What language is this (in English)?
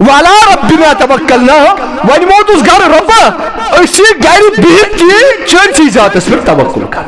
Kashmiri